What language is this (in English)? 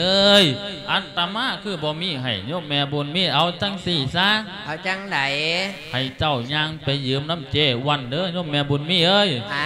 Lao